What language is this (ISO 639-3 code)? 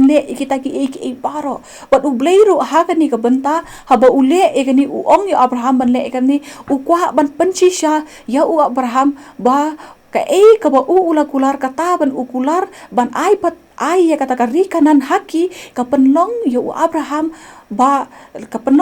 kha